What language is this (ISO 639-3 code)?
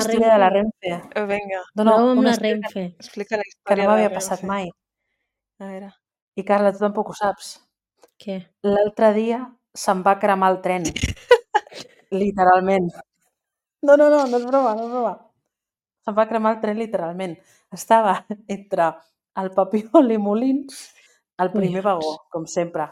cat